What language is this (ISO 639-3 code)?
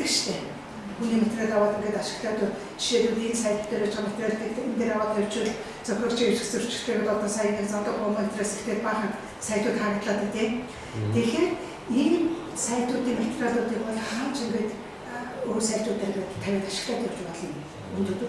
mon